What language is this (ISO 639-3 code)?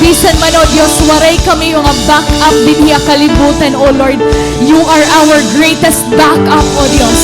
war